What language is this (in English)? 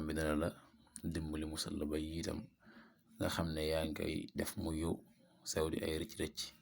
Wolof